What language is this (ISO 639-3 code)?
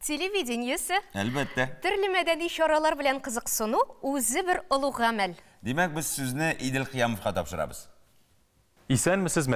tat